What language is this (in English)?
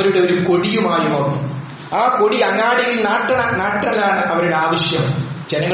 Malayalam